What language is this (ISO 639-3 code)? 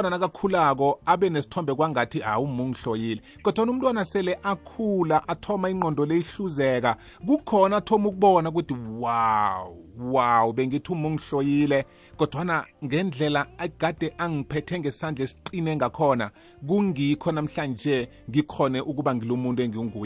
nbl